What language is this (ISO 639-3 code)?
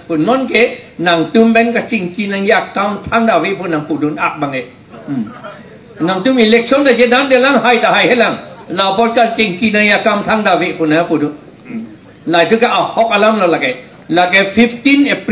mjw